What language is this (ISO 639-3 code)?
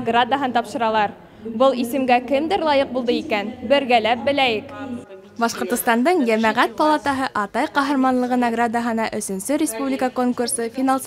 bak